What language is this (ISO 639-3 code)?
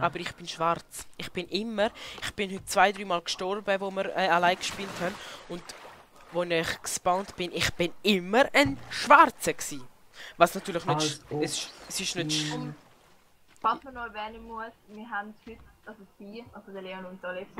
gsw